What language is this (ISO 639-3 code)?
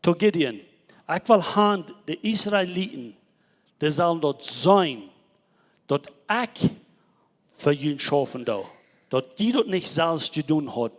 pdt